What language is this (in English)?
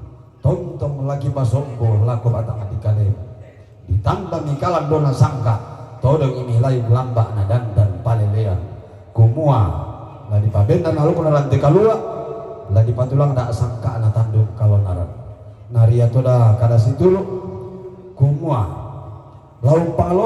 Toraja-Sa'dan